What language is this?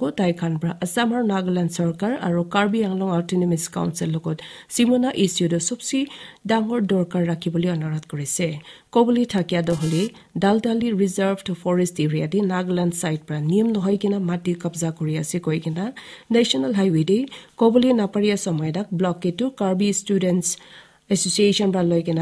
Naga Pidgin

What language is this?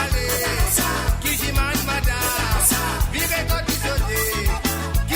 Morisyen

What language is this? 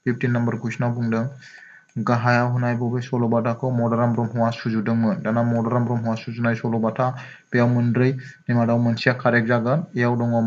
Bodo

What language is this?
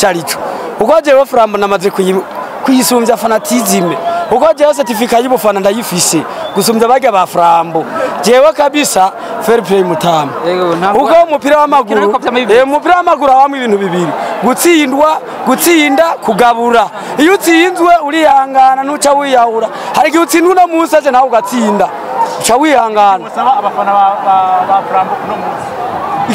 Rundi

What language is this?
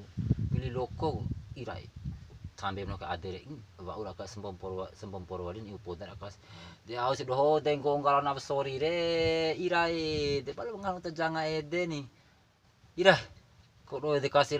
Bima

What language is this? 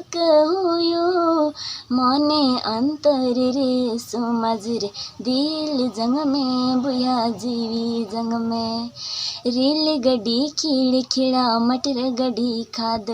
Santali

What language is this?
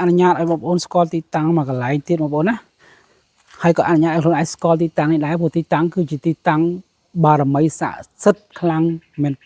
Khmer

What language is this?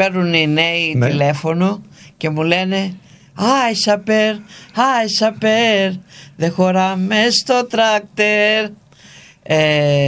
Greek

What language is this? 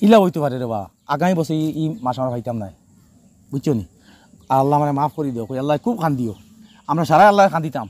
Sylheti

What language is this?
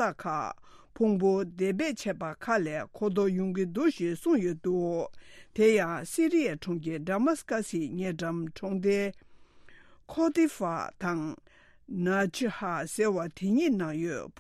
Tibetan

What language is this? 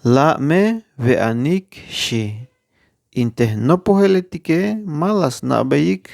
Tzeltal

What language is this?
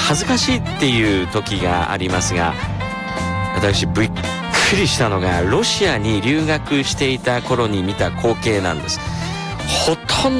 Japanese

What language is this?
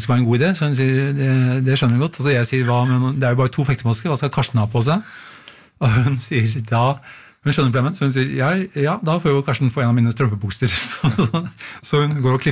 Norwegian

